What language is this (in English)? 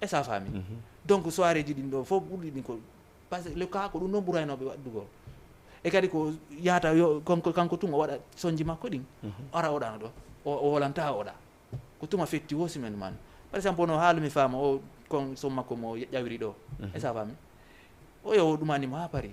Fula